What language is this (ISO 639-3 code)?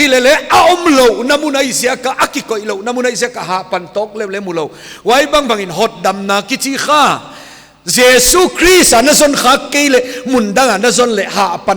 pck